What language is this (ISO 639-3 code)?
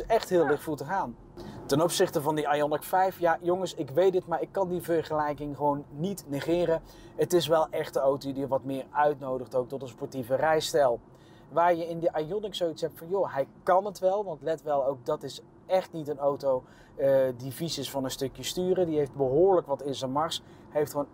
nld